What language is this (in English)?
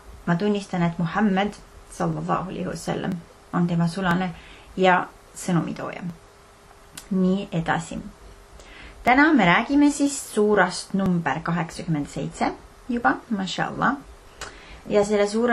Estonian